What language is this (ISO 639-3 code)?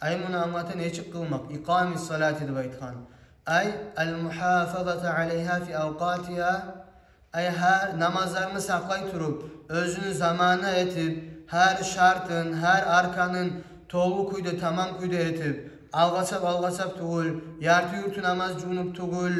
kum